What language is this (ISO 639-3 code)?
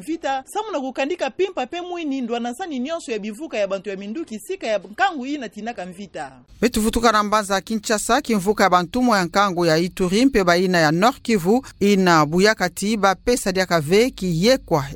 ktu